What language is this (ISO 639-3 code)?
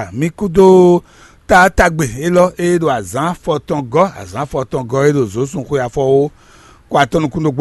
fon